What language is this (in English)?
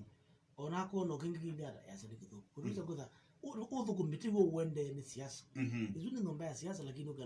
Kamba